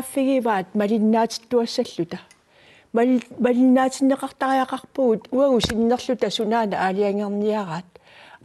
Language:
Kalaallisut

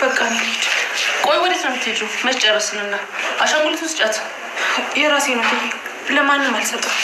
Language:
Amharic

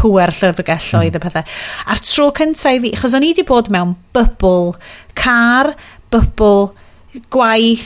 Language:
Welsh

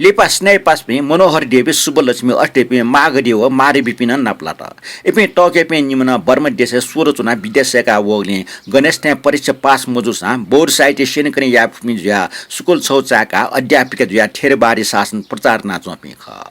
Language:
Newari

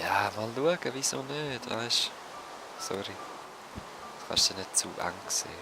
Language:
Swiss German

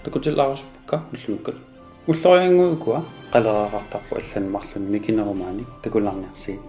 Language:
Kalaallisut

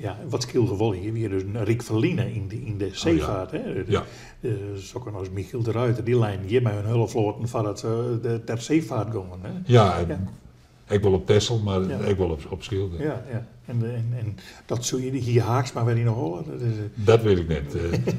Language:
Western Frisian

